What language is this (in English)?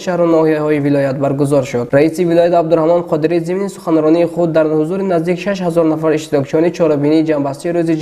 Tajik